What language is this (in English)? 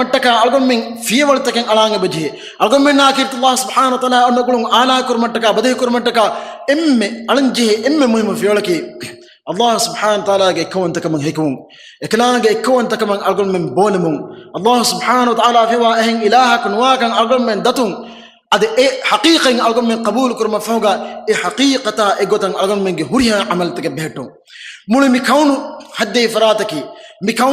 Divehi